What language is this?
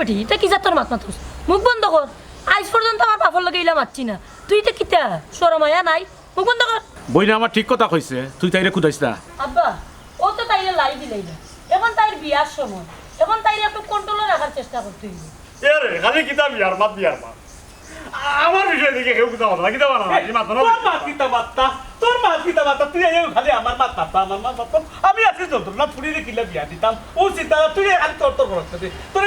Sylheti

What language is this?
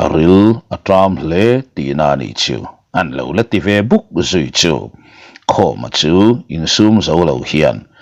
Mizo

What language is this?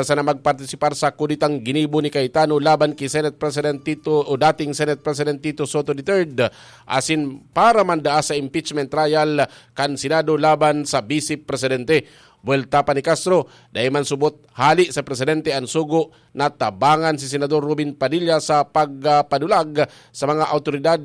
Bikol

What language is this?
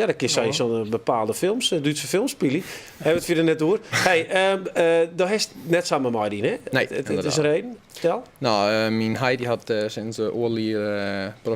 Western Frisian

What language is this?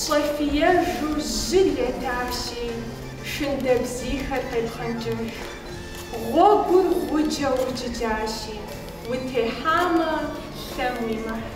Kabardian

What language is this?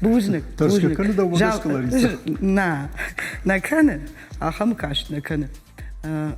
Ossetic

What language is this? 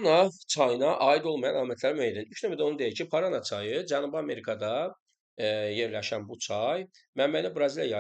Azerbaijani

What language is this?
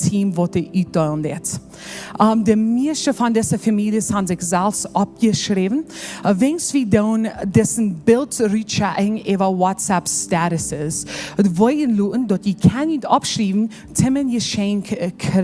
Plautdietsch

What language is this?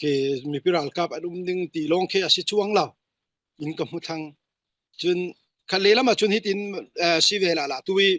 Falam Chin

